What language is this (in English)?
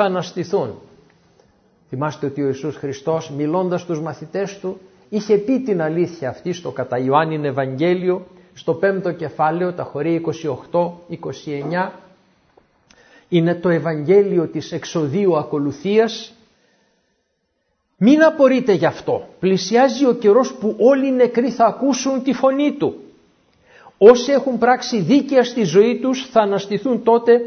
Greek